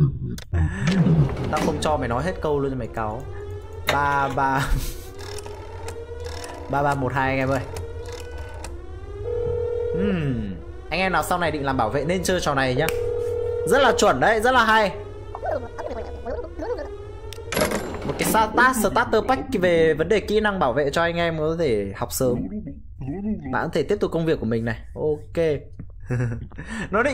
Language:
Vietnamese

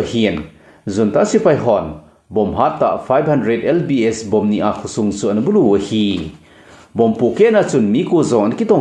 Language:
Thado Chin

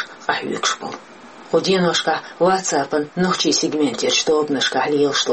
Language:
Chechen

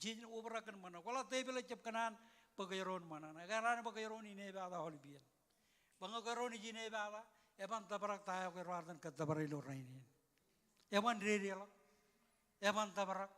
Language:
Marshallese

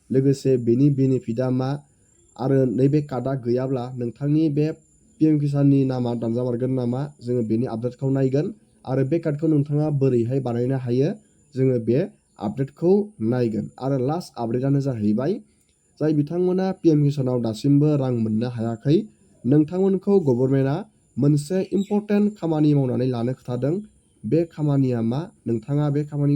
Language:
Bodo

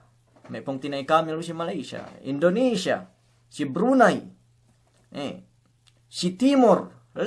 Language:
Yakan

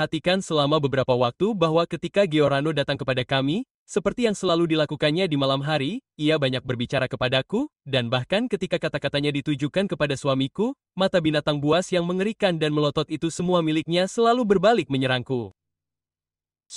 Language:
Indonesian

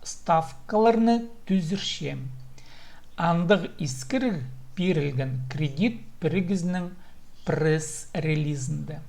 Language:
Khakas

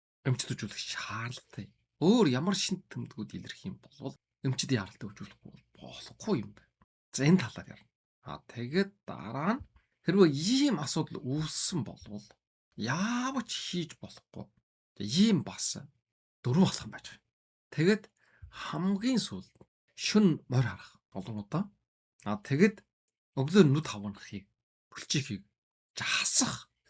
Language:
Mongolian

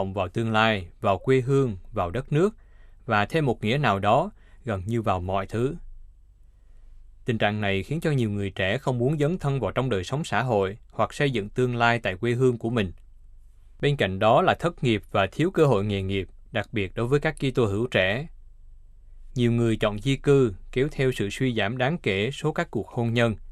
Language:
Vietnamese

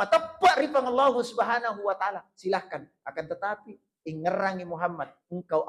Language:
Buginese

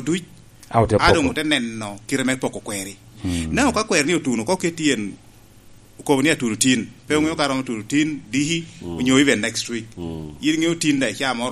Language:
Lango (Uganda)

